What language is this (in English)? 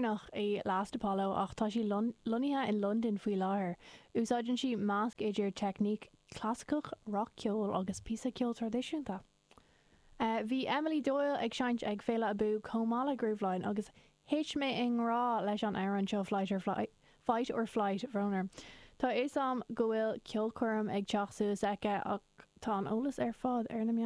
Irish